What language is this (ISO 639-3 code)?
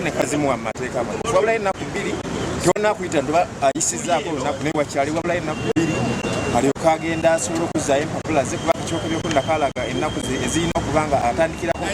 lug